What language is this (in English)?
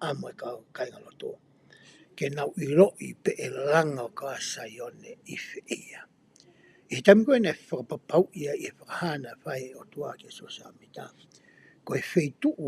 Tongan